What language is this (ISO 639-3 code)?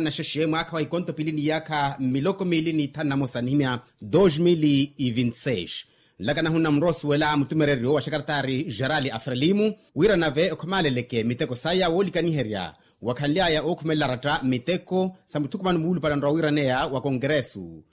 vmw